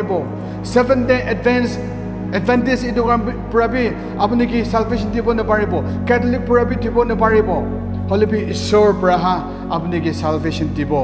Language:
Naga Pidgin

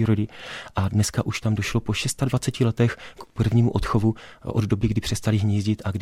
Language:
Czech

